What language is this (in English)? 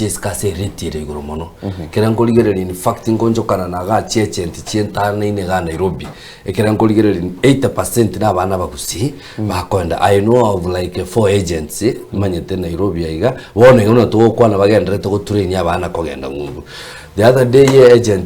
Gusii